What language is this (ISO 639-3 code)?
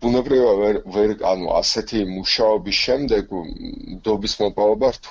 kat